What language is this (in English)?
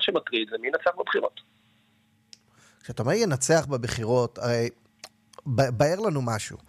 Hebrew